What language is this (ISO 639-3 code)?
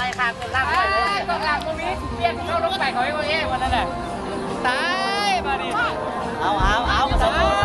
lao